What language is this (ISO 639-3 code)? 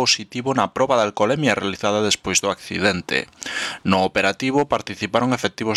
glg